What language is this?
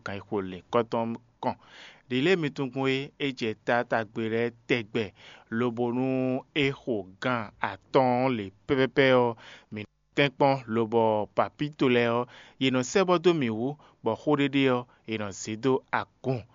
Fon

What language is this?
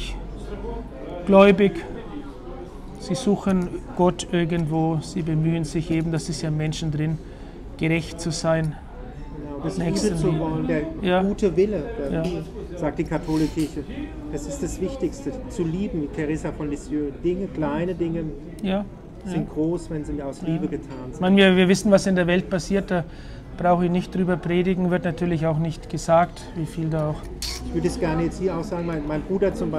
German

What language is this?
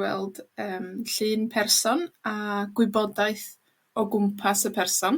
Welsh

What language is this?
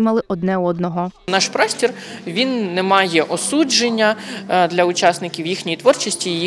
Ukrainian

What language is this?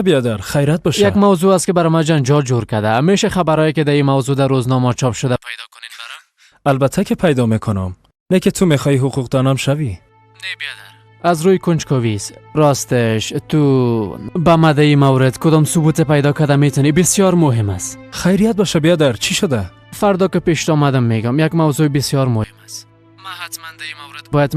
Persian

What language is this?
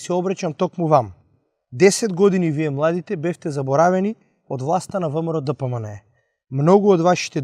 Macedonian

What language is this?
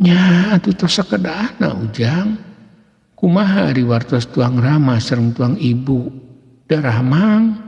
Sundanese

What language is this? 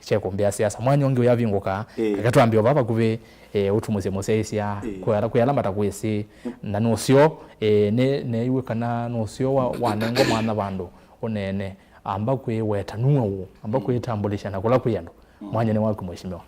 Kamba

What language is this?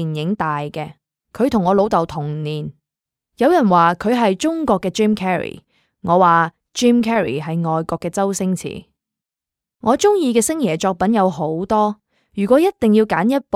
Cantonese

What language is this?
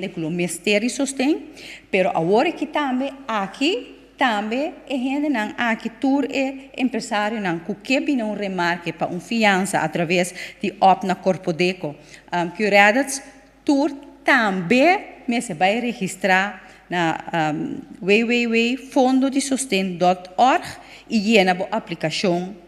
Papiamento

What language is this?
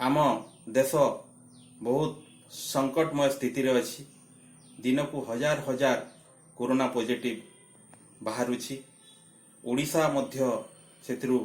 Odia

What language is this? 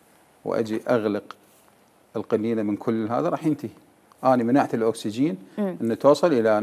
Mesopotamian Arabic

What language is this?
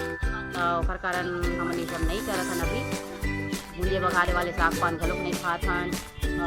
Chhattisgarhi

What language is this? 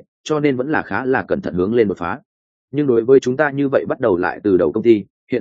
Vietnamese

